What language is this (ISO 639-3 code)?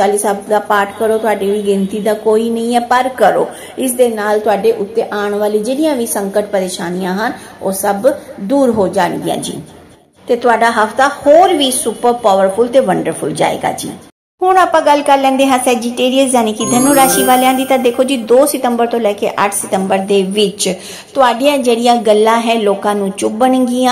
pan